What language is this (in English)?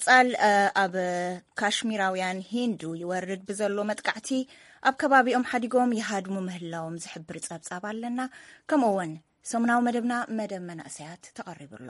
Tigrinya